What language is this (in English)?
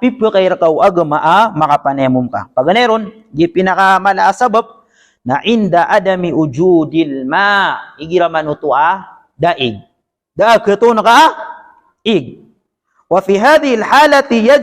Maranao